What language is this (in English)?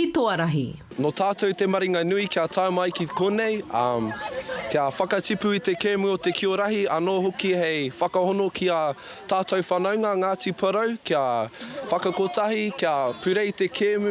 Māori